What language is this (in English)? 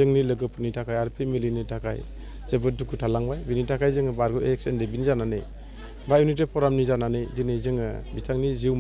Bodo